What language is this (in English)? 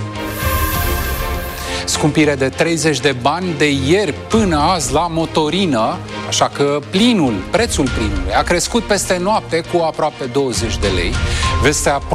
Romanian